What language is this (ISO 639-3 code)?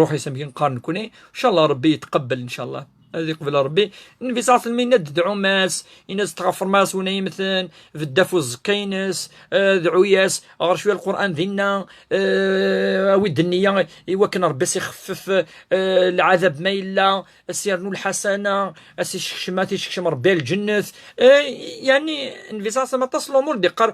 kab